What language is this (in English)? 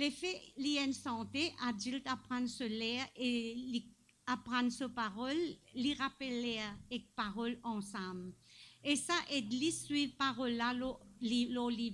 Morisyen